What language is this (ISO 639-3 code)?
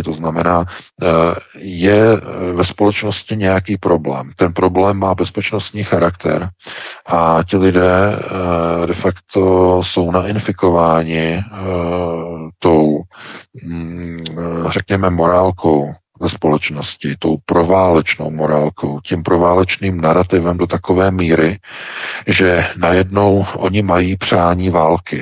ces